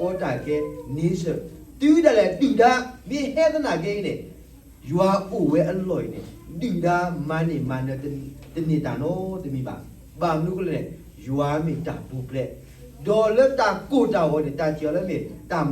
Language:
S'gaw Karen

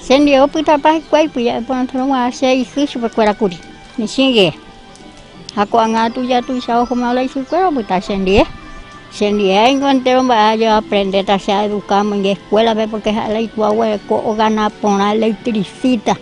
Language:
Guarani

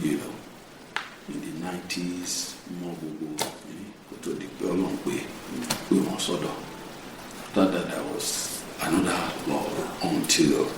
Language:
Yoruba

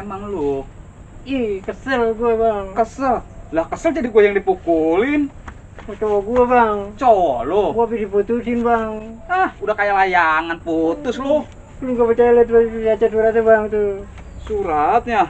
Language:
Betawi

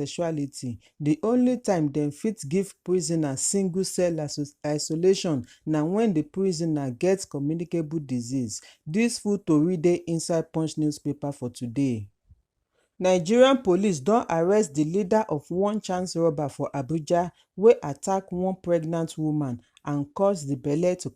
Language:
Nigerian Pidgin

